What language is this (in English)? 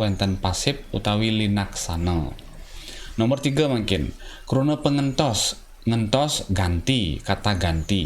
Balinese